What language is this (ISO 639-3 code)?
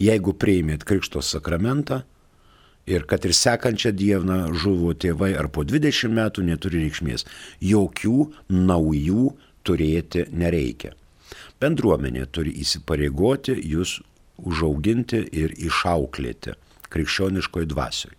lit